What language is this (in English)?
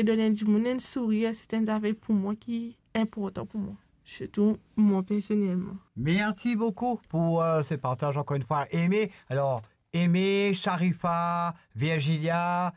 Morisyen